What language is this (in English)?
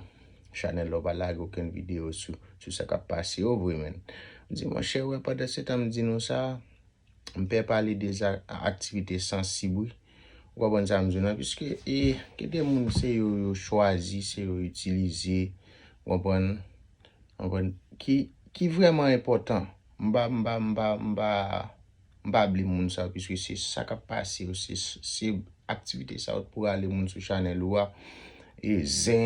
Haitian Creole